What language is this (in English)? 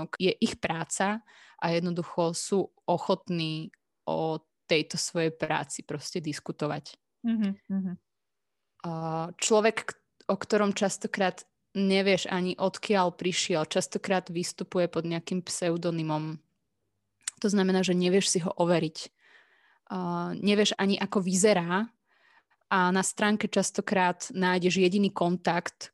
Slovak